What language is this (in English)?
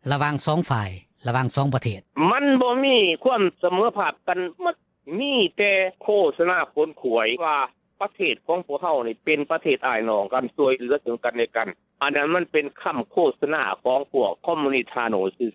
Lao